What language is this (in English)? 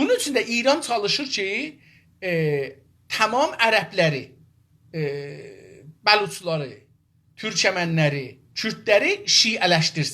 South Azerbaijani